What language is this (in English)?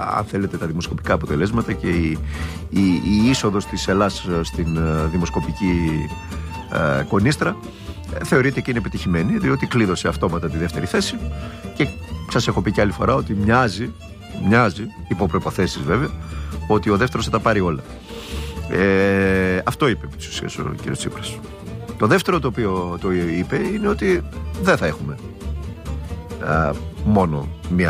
Greek